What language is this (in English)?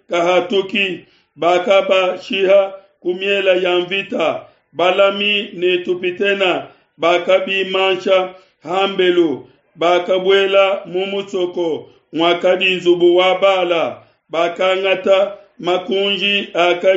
Luba-Lulua